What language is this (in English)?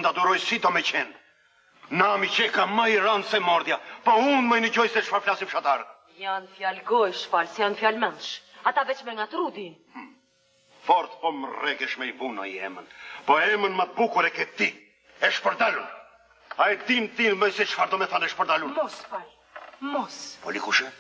Albanian